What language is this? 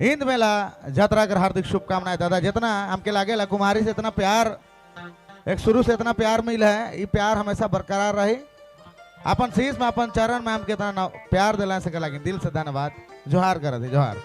Sadri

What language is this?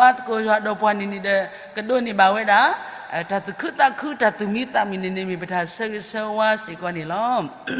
S'gaw Karen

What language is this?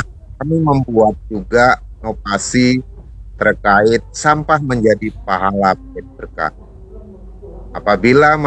Indonesian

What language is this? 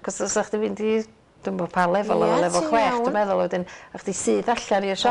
Welsh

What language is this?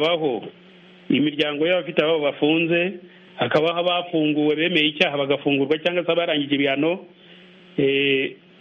Kinyarwanda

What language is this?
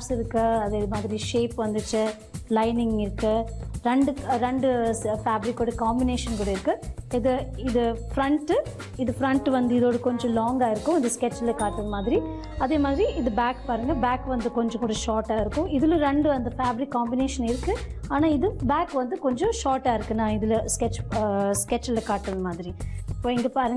Tamil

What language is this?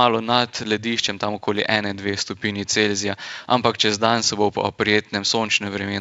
Slovenian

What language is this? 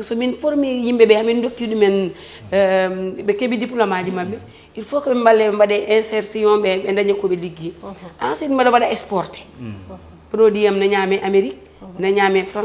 Fula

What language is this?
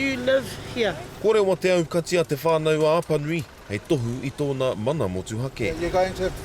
Māori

